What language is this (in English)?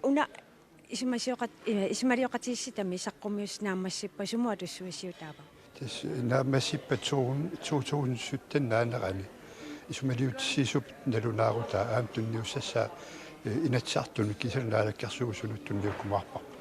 Kalaallisut